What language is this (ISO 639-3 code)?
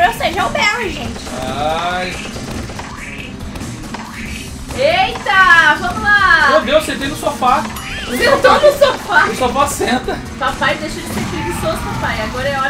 por